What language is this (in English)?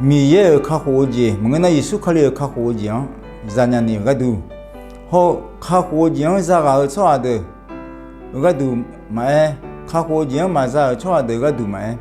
Akha